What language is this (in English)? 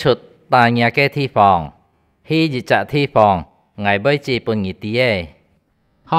Hakka Chinese